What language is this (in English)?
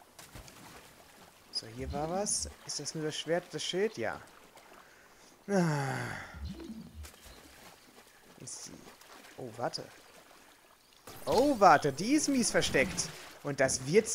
German